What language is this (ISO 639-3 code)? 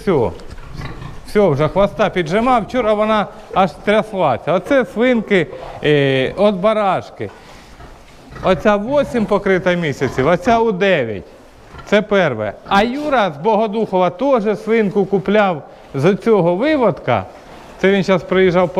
ukr